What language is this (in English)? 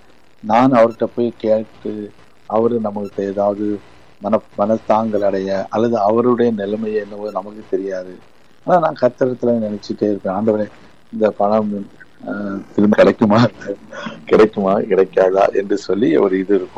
Tamil